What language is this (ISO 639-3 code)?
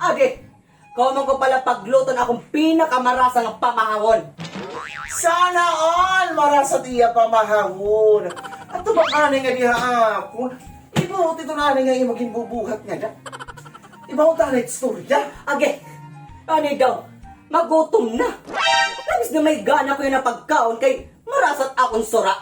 war